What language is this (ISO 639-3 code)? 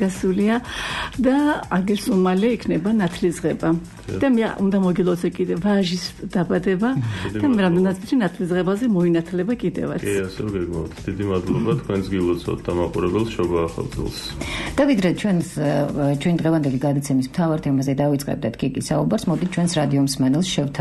kat